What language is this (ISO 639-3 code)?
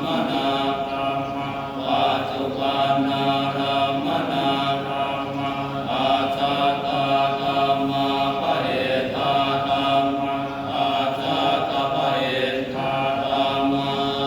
pli